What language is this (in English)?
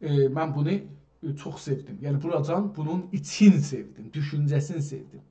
South Azerbaijani